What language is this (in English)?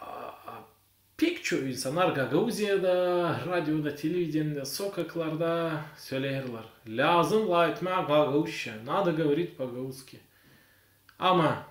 Gagauz